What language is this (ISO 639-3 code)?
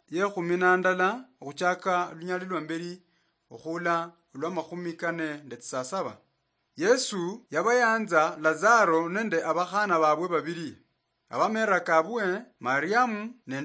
luy